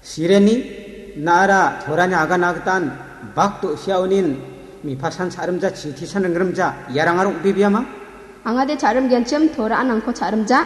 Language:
Garo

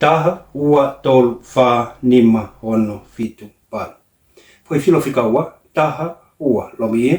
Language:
Tongan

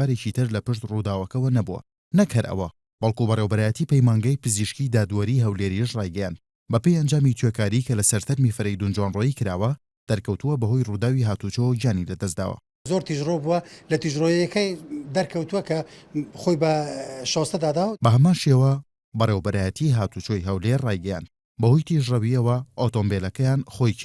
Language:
Central Kurdish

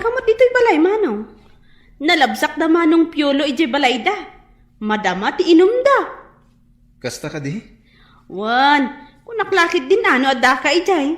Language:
Iloko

